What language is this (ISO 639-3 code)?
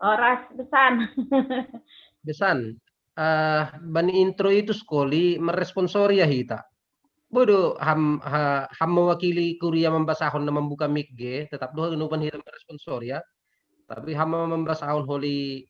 bts